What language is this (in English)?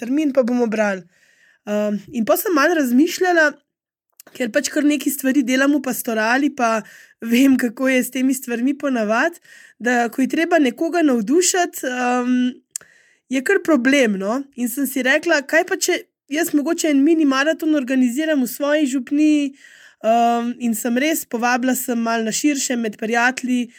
Slovenian